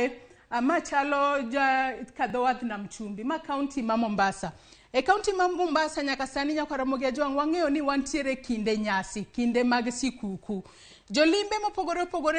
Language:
Luo (Kenya and Tanzania)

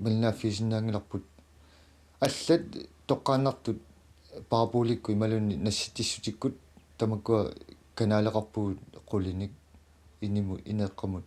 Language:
Kalaallisut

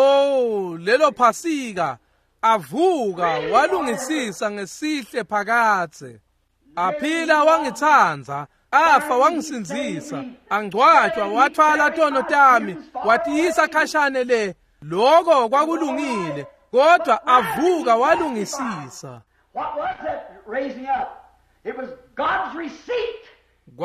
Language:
Swati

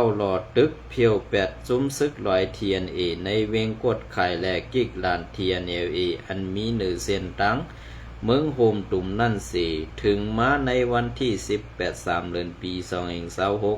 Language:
Shan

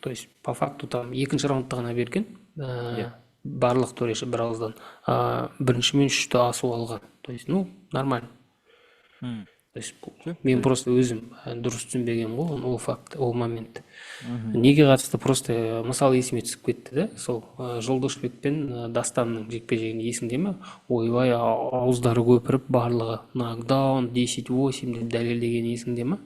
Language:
Kazakh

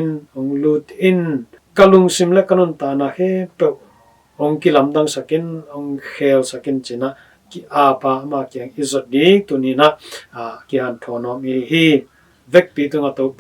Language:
Tedim Chin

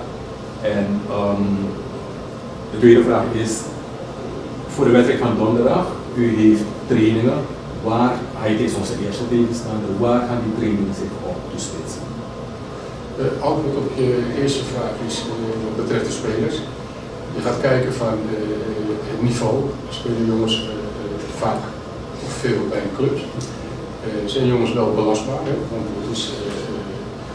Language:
Dutch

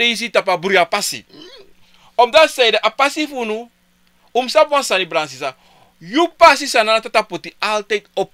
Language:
Sranan Tongo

